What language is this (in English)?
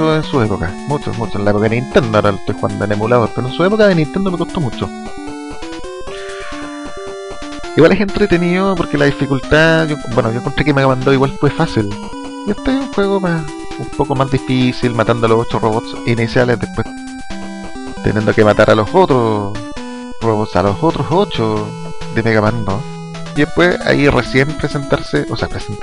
Spanish